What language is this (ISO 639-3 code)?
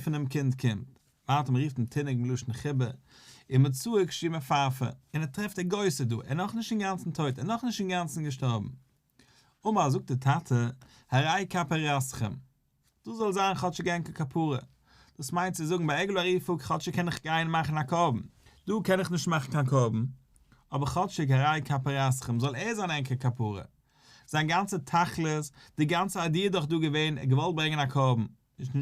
yid